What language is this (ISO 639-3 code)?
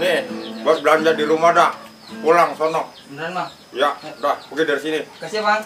bew